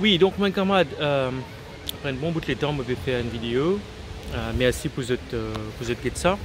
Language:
Morisyen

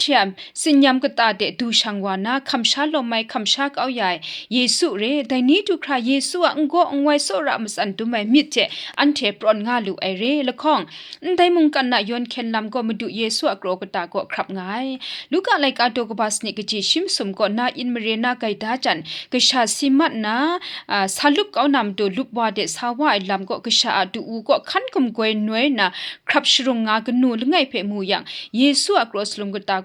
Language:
Kachin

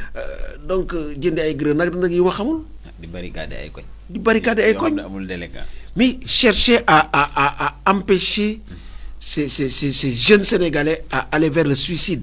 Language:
Wolof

